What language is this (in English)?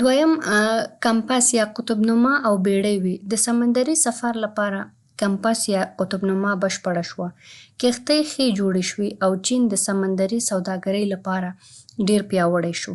Pashto